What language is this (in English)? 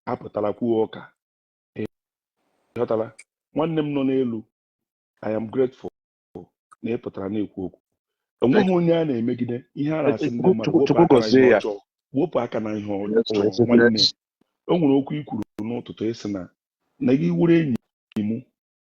Igbo